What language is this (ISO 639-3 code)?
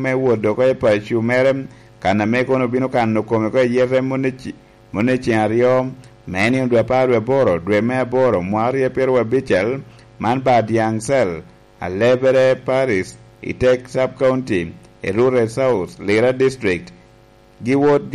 laj